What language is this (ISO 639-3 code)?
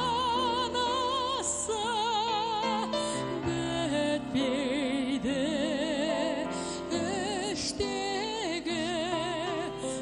kaz